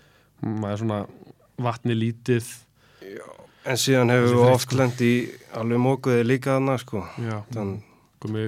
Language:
Icelandic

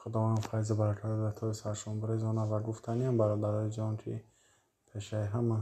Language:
Tajik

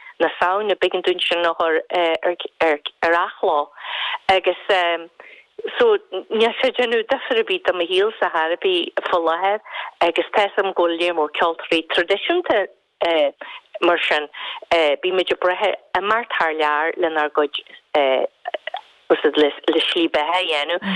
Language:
Irish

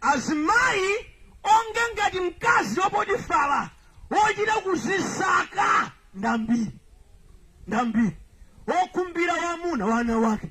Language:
Nyanja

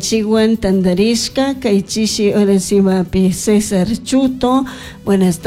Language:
Chimborazo Highland Quichua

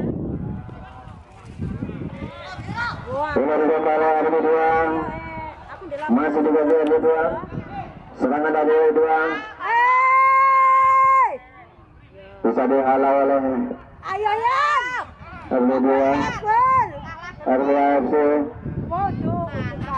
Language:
Indonesian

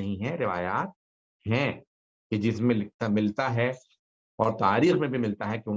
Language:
Urdu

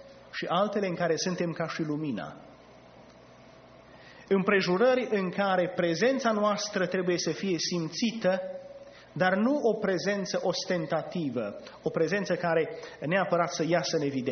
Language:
Romanian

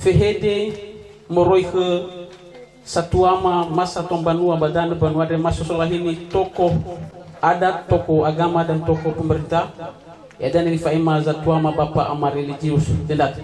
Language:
Nias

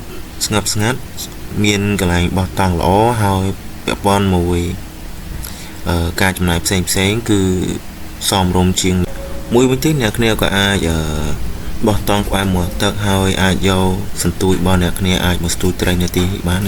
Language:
Khmer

